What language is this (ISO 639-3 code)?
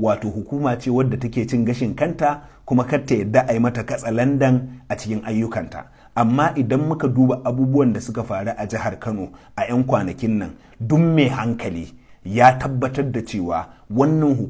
hau